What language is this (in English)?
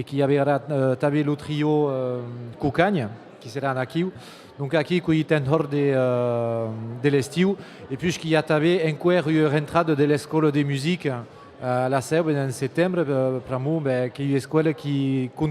Occitan